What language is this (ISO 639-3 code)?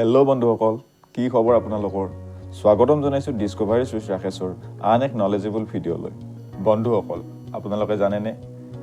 asm